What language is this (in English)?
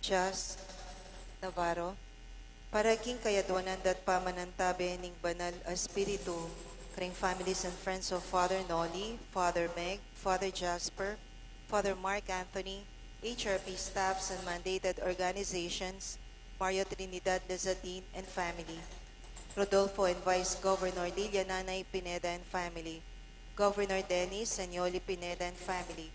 Pampanga